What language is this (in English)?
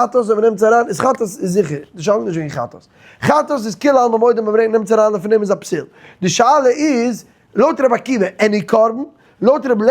Yiddish